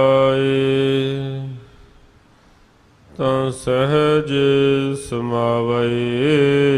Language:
Punjabi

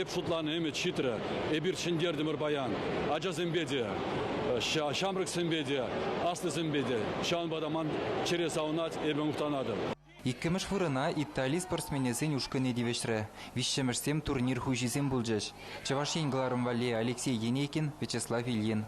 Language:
Chuvash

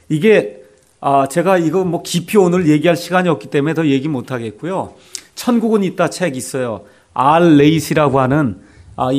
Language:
Korean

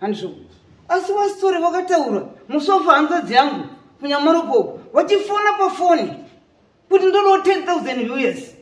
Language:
Shona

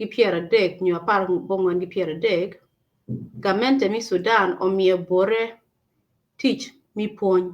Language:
Acoli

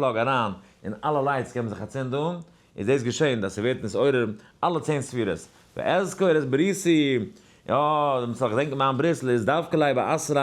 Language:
Yiddish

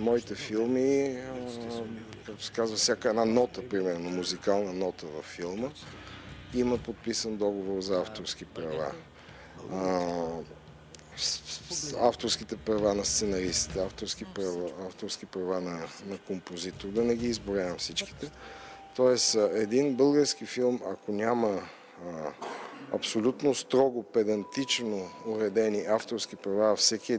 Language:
Bulgarian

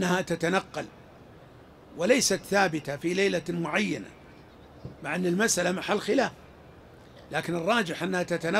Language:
Arabic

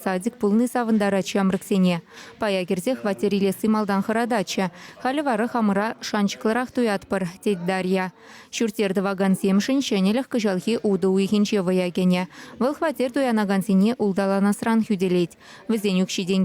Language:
Chuvash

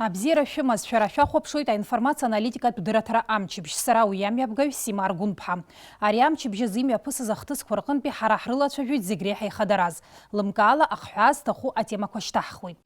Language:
Abkhazian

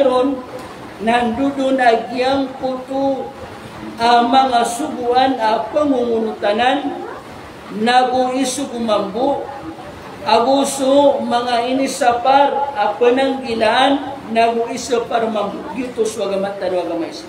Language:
Maranao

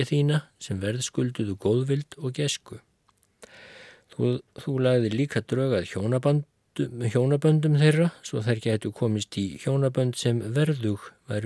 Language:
Icelandic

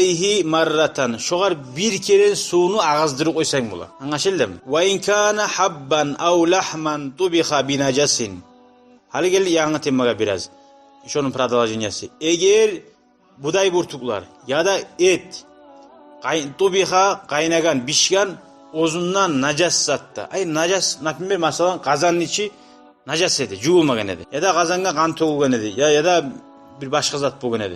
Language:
Kumyk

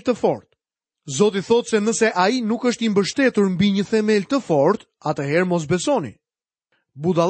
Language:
Albanian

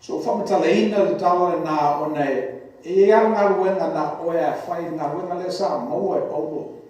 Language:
Samoan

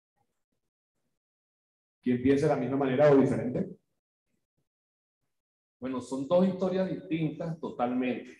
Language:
Spanish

